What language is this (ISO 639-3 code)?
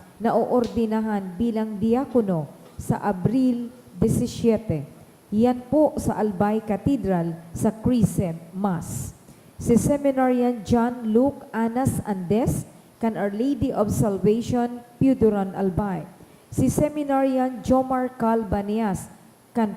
bik